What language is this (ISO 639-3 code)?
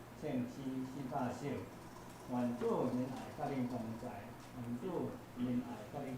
nan